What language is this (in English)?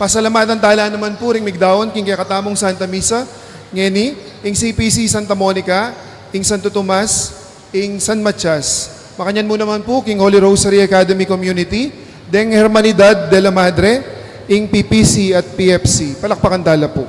Pampanga